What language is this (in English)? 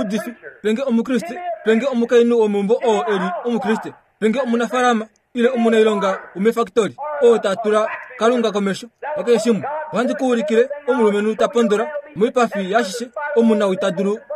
Kuanyama